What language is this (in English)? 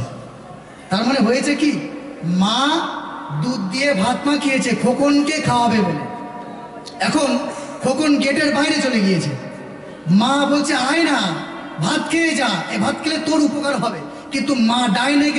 Bangla